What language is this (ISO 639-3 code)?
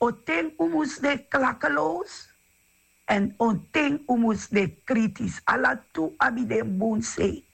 srn